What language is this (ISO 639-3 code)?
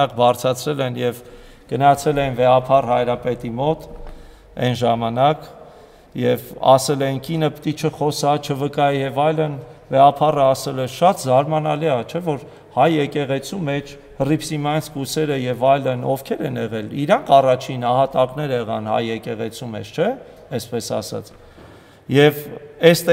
hye